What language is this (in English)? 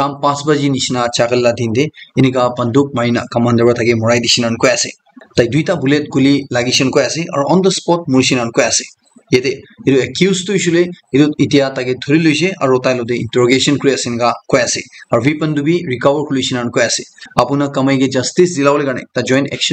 Naga Pidgin